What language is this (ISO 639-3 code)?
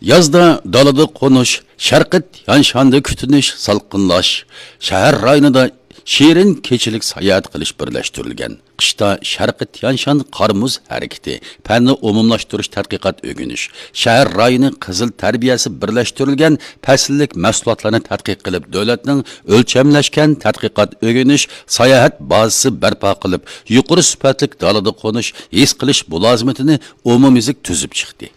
uig